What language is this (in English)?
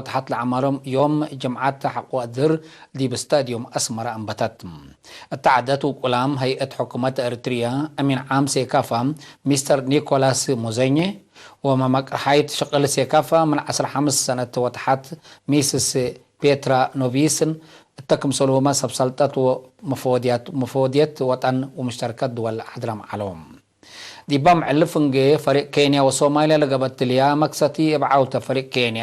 Tigre